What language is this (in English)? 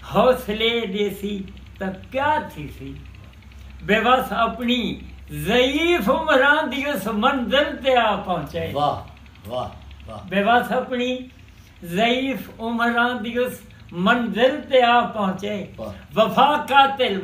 Saraiki